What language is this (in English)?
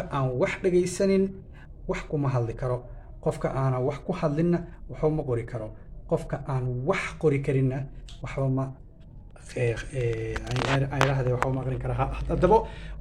Somali